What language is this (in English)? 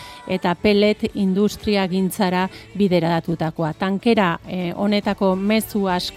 Basque